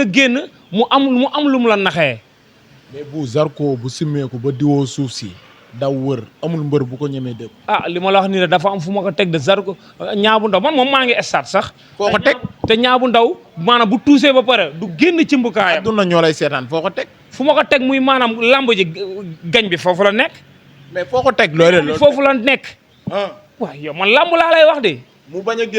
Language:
Wolof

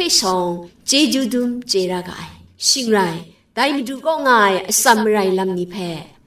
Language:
Kachin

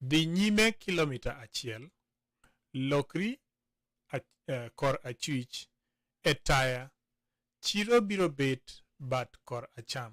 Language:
Luo (Kenya and Tanzania)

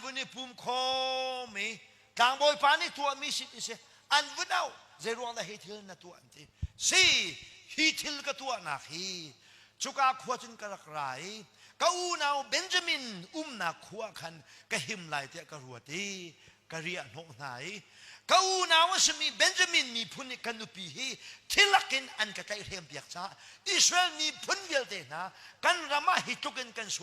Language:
Hakha Chin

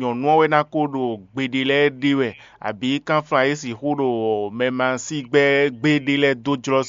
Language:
Fon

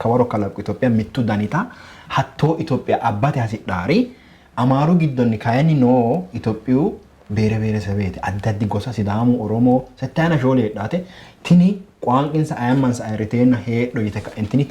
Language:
Sidamo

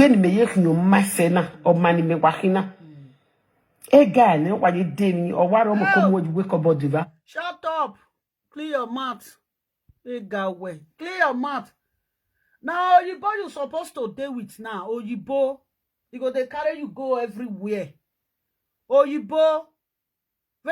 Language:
Nigerian Pidgin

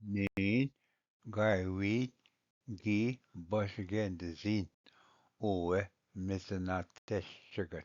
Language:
Ojibwa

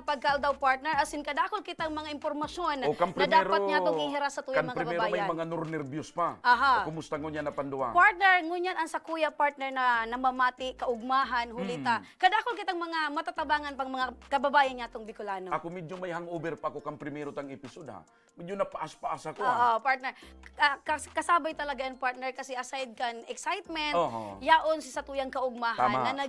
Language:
Bikol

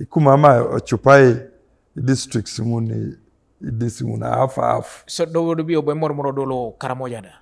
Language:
Teso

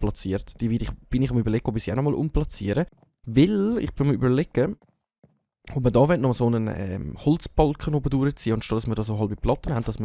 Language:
Swiss German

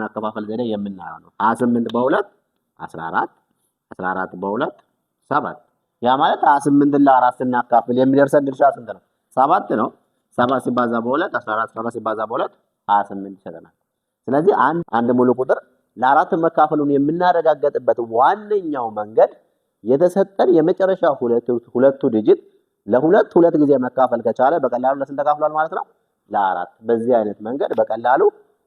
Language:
Amharic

